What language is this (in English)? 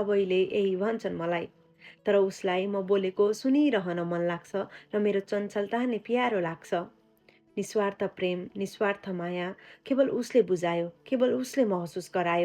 Nepali